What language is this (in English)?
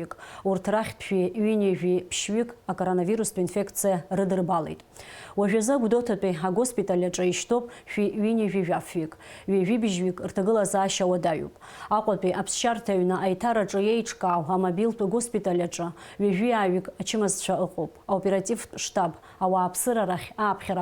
Abkhazian